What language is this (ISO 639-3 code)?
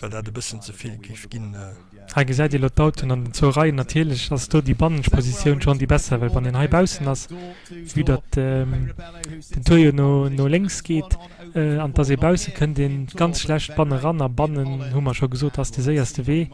ltz